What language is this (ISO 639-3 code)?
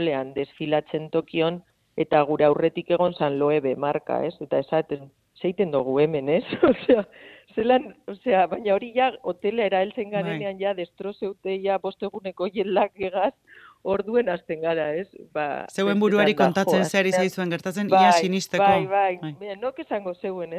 eus